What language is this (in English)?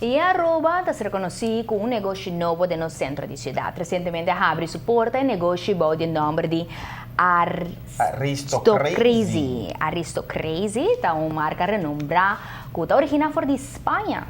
Papiamento